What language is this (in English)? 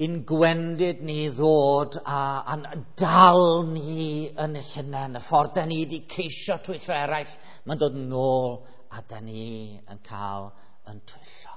Welsh